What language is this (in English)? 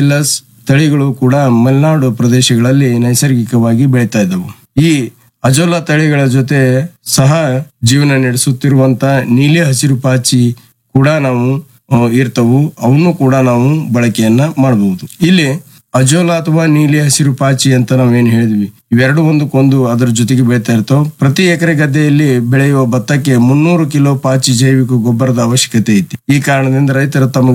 Kannada